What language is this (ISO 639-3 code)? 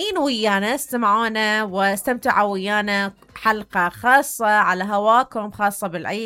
acm